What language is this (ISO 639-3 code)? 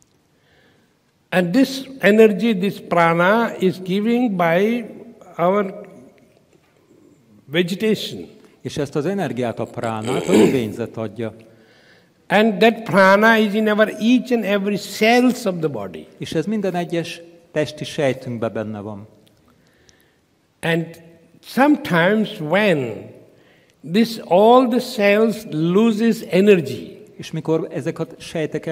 hun